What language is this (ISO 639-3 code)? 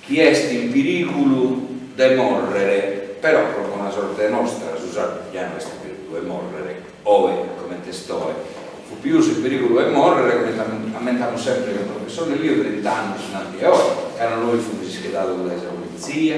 srd